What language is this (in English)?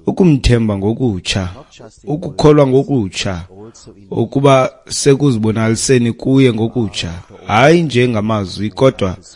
Xhosa